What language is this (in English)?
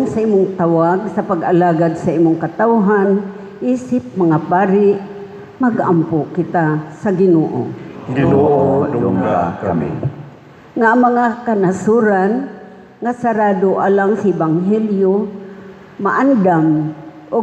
Cebuano